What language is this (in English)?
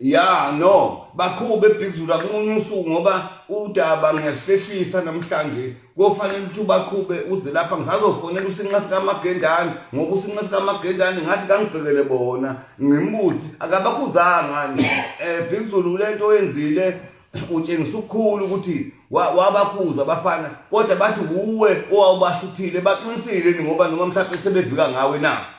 Zulu